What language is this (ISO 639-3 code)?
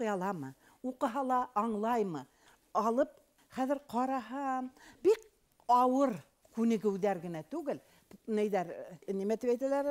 bak